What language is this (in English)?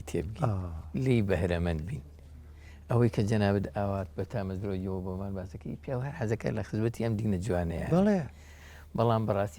Central Kurdish